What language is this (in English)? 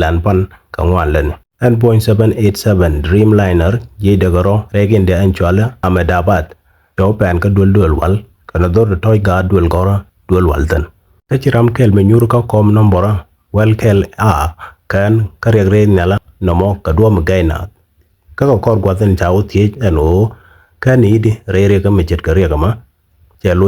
Nuer